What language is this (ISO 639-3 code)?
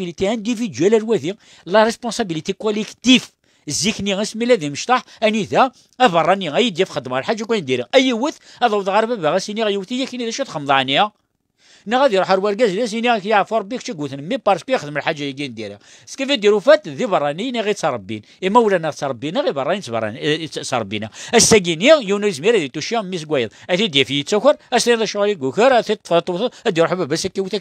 kab